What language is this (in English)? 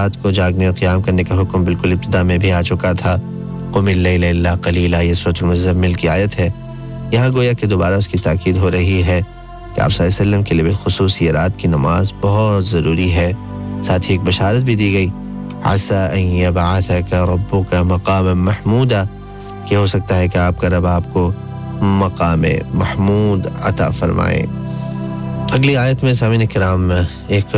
Urdu